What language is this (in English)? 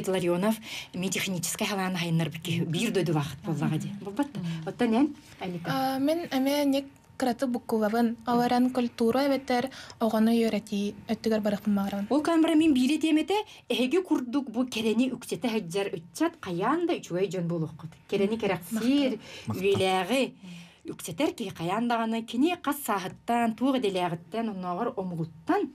Yakut